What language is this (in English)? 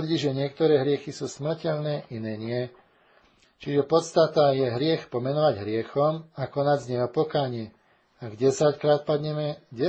Slovak